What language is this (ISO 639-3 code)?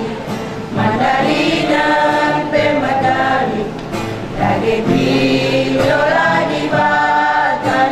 btx